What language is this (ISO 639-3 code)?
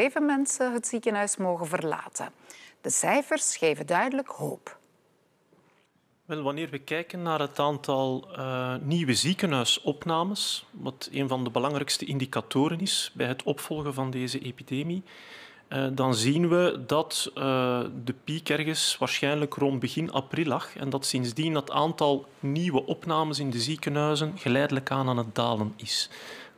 nld